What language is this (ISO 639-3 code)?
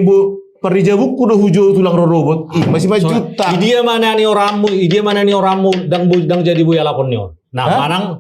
bbc